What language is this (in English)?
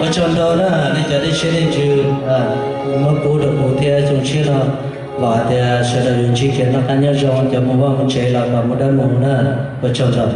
Hmong